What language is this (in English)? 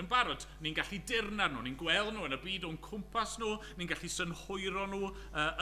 Welsh